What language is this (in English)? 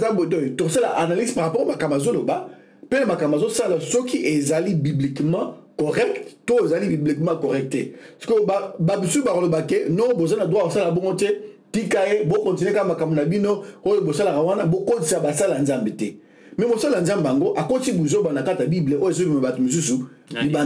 Lingala